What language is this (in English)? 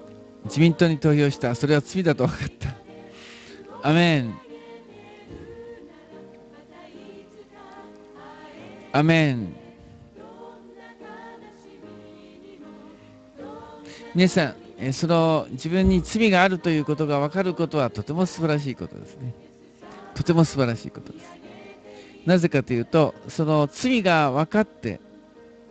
Japanese